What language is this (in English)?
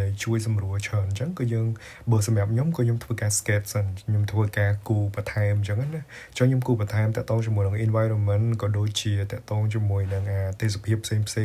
Khmer